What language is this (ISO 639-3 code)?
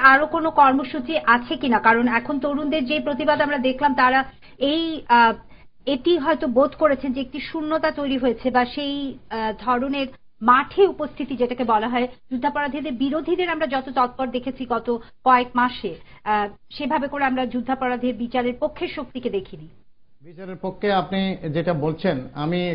ben